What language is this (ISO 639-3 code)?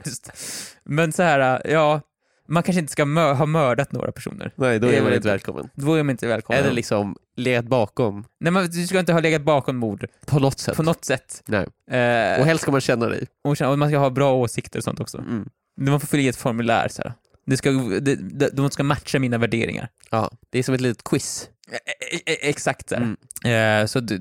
swe